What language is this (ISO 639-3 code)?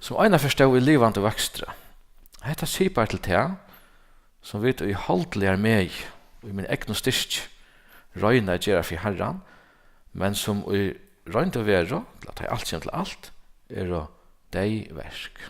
fao